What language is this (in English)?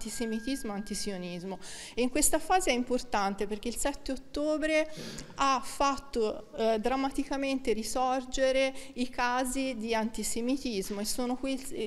Italian